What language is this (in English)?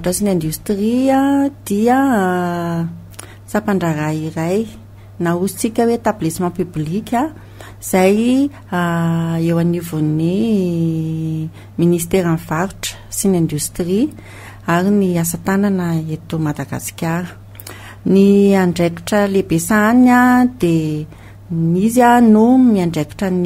Malagasy